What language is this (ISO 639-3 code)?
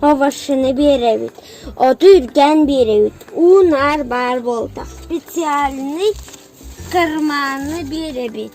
sah